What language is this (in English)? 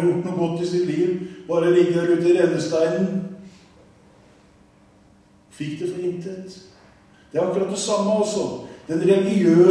Norwegian